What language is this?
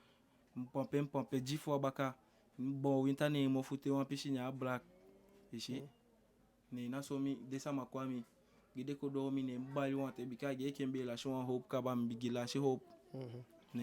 Eastern Maroon Creole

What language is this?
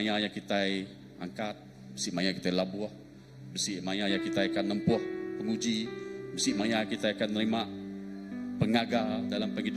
Iban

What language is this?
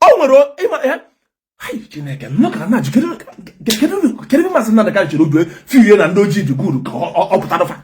Igbo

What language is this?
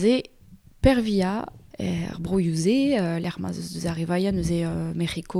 Breton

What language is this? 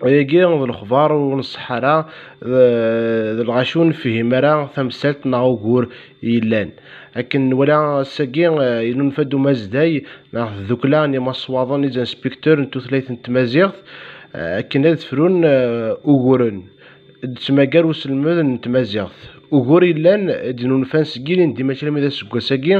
Kabyle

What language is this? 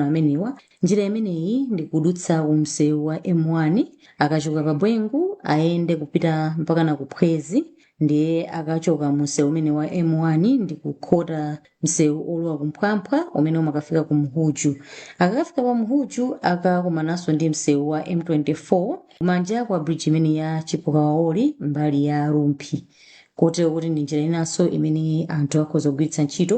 Nyanja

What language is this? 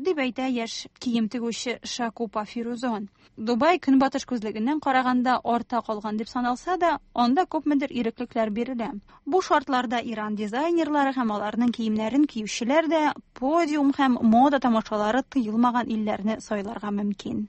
Tatar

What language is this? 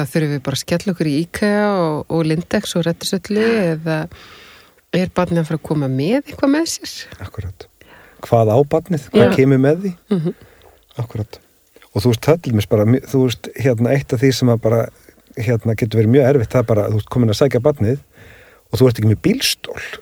Icelandic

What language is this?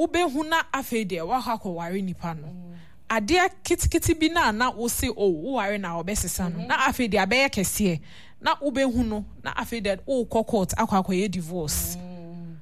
Akan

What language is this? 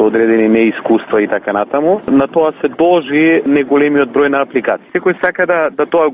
Macedonian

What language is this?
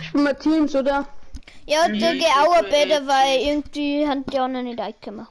Bavarian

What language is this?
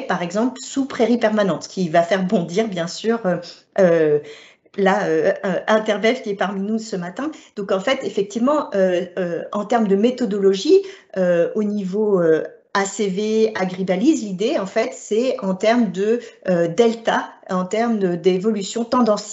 French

